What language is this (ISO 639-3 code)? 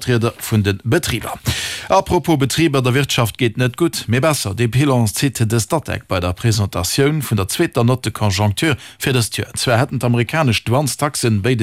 ltz